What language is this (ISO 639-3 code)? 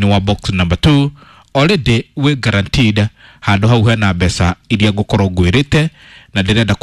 kik